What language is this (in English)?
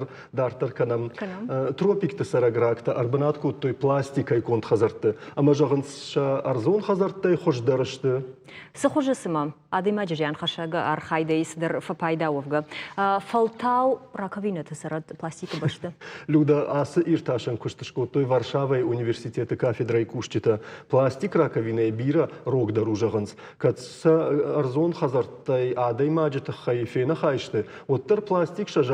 Ossetic